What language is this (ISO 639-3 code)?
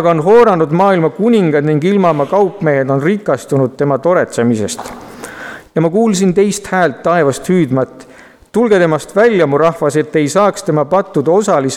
est